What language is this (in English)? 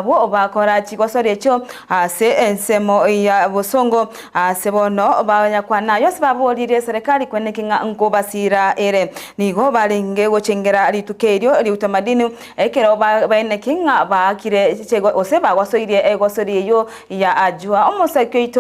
Gusii